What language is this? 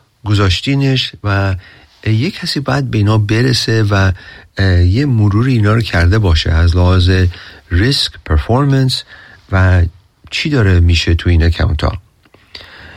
Persian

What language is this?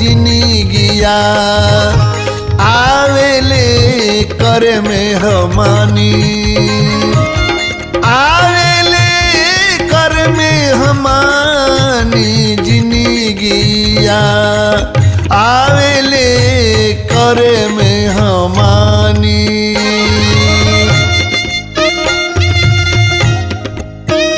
Bhojpuri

